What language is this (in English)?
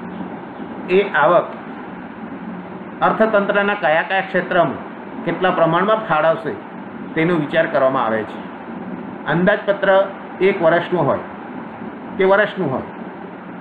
Gujarati